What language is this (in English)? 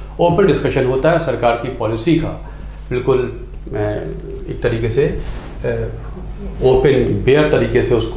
Hindi